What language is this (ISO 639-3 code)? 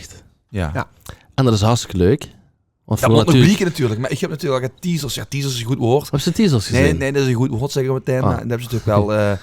lim